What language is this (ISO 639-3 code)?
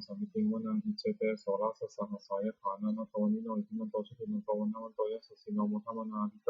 pli